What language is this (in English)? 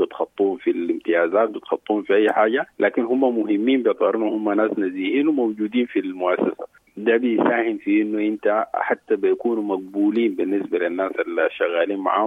Sudanese Arabic